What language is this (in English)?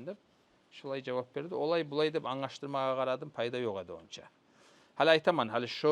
Kumyk